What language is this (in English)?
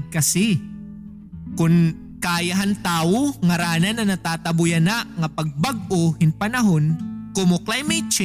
Waray